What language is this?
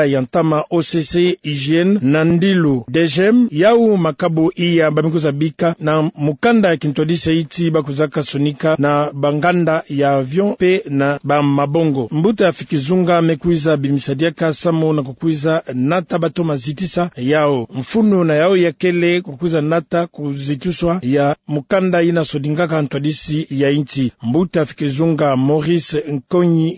Kituba (Democratic Republic of Congo)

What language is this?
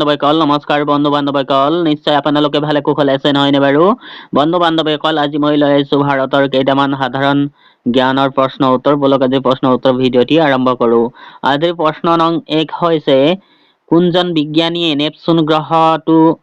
Assamese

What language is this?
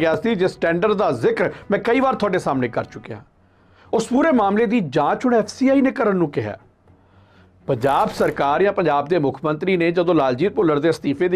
Punjabi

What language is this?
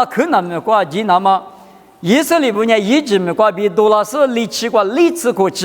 Lisu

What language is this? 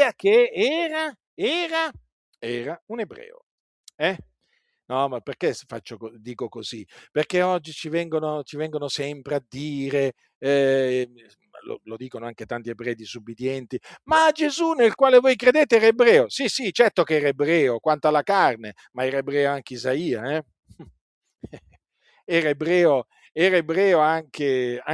Italian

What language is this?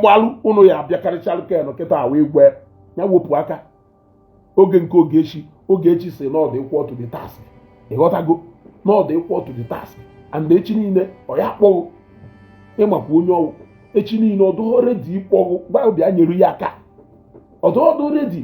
Igbo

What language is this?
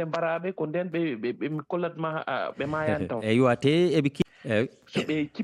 Fula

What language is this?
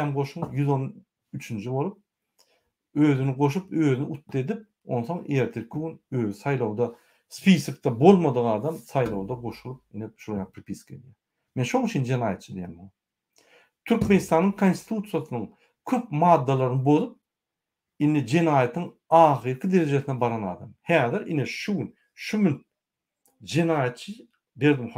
Turkmen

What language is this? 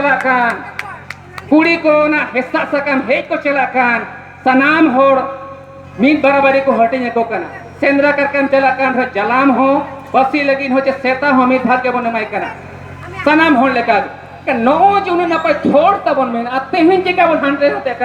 Santali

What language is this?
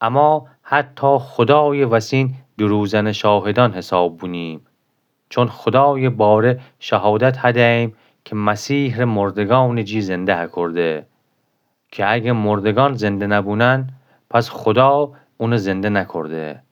Gilaki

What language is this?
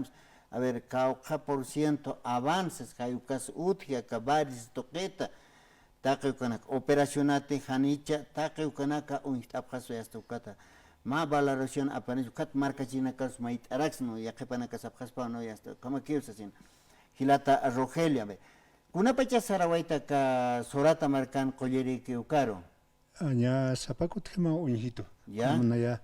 Aymara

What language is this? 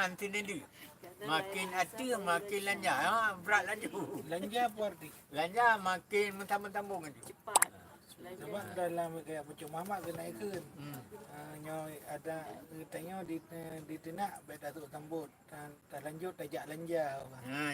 Achinese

